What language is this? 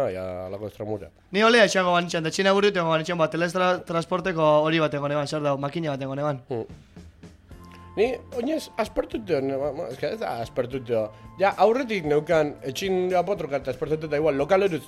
Basque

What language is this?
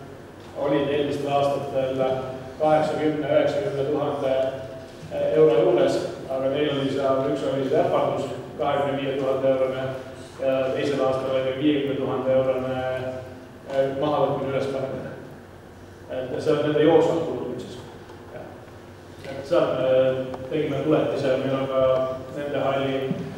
Estonian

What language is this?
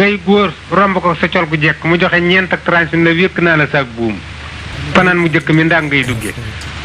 Wolof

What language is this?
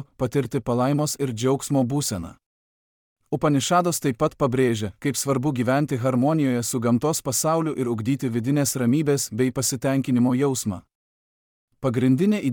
Lithuanian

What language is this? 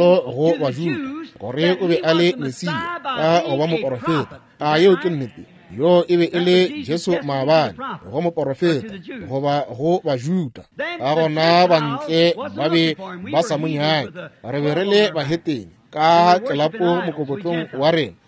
Northern Sotho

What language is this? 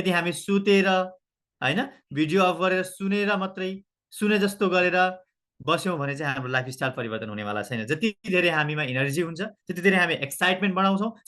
Nepali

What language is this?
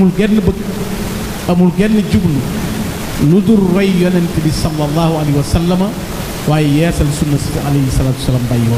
Wolof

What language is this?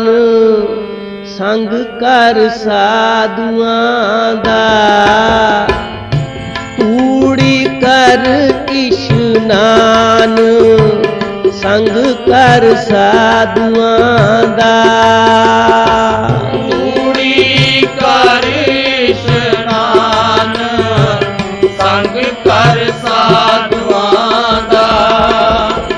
Punjabi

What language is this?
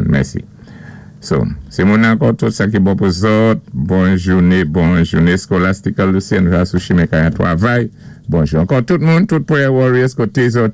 Saint Lucian Creole French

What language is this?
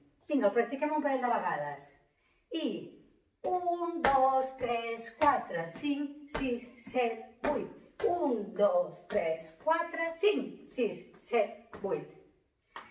Catalan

